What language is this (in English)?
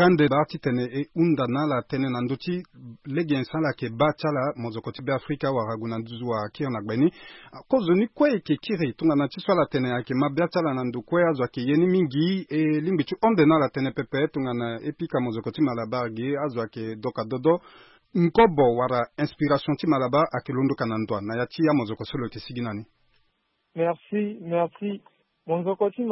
Sango